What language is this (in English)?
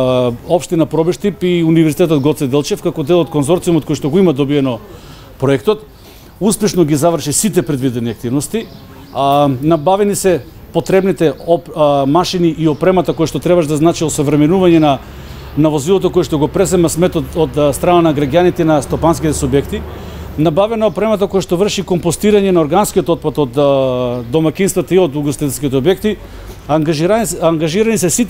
Macedonian